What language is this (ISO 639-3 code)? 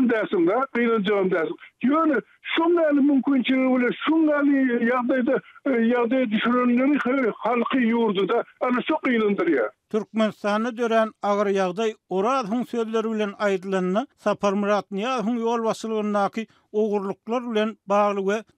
tuk